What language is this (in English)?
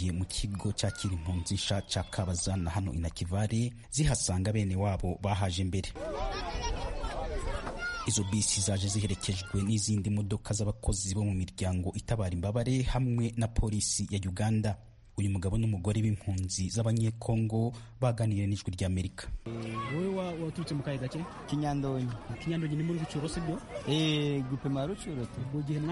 Kinyarwanda